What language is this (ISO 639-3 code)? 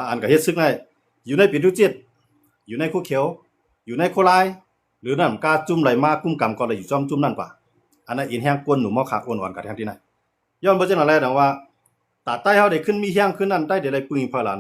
shn